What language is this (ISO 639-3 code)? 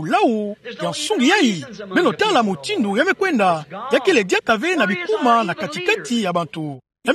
ktu